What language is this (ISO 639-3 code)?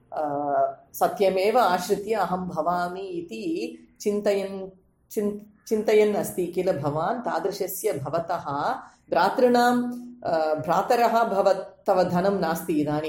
san